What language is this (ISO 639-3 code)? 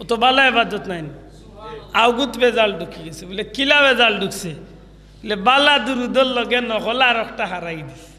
syl